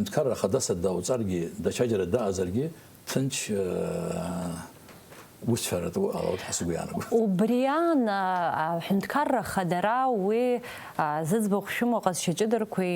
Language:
Abkhazian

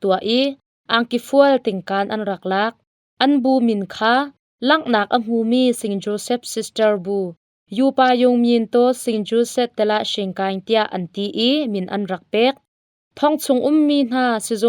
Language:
Hakha Chin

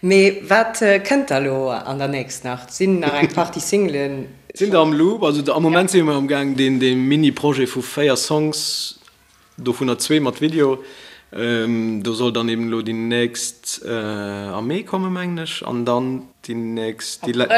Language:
Luxembourgish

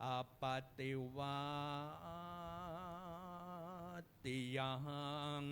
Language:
Pali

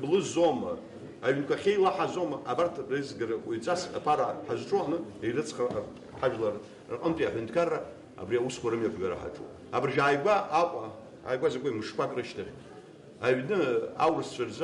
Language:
Abkhazian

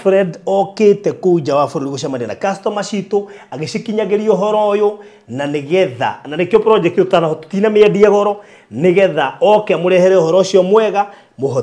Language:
Kikuyu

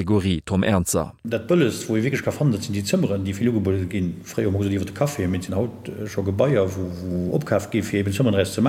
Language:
Luxembourgish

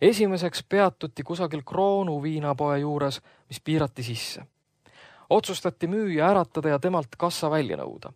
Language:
Estonian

